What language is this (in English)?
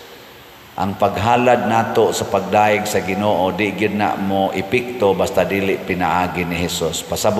Cebuano